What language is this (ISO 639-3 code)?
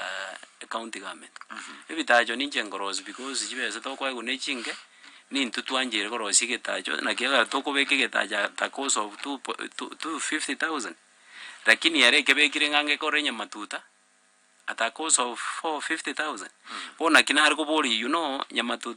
guz